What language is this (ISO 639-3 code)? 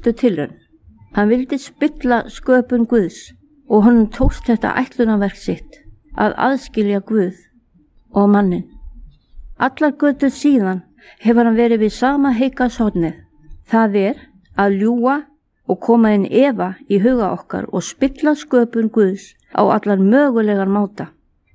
isl